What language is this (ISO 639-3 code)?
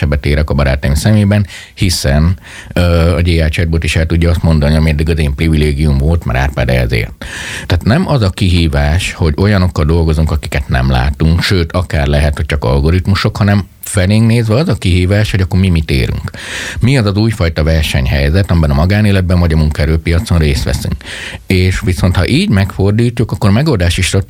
hun